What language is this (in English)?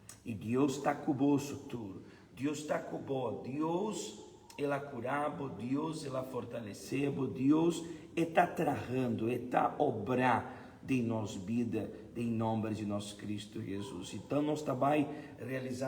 Papiamento